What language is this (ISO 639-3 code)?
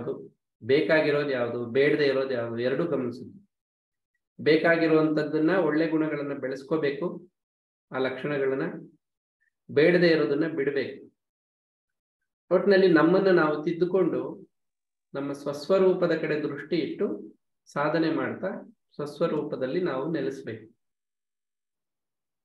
kan